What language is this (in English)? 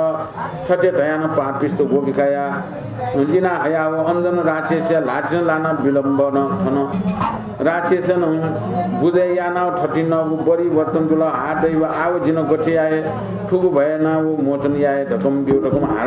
Newari